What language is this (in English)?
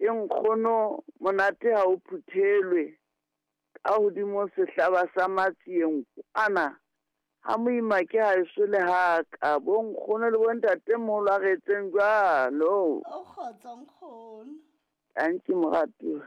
Southern Sotho